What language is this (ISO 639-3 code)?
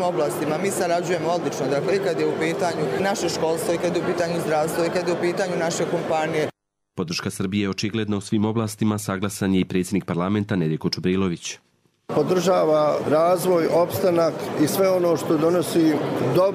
bos